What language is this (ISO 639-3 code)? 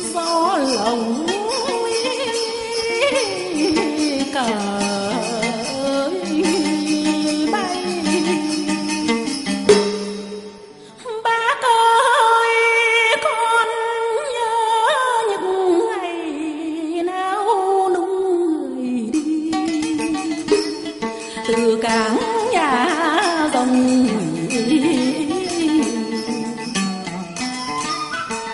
vie